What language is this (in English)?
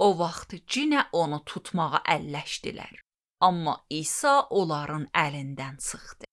Azerbaijani